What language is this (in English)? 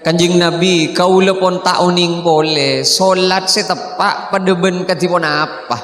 Madurese